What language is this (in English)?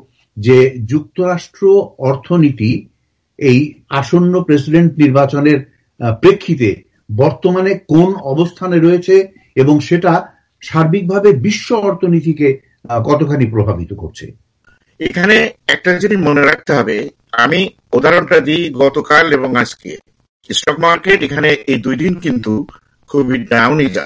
Bangla